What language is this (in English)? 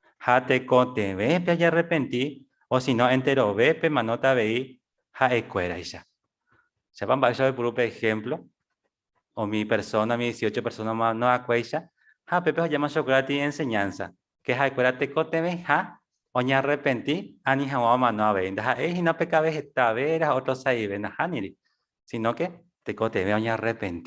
Guarani